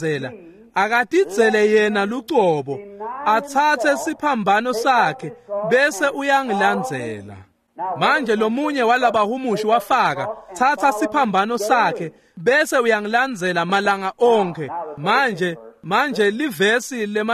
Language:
Swati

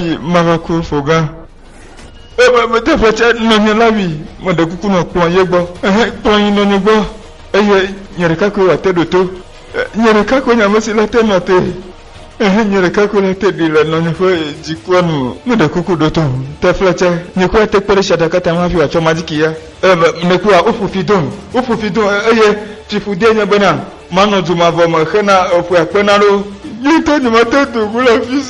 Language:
Ewe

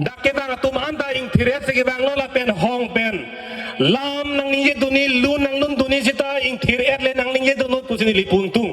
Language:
Karbi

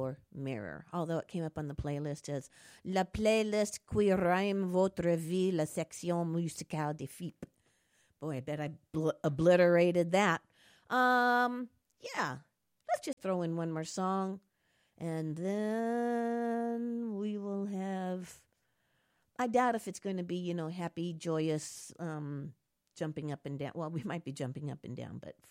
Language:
English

